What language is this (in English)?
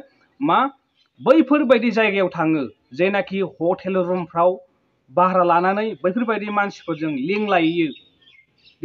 Bodo